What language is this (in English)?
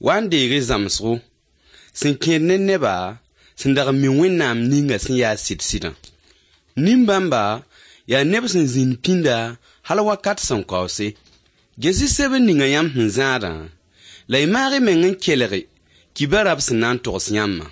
Mossi